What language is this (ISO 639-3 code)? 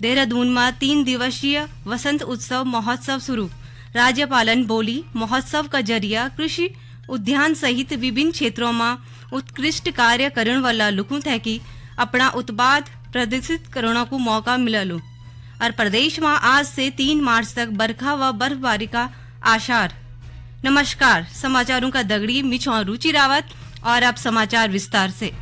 gbm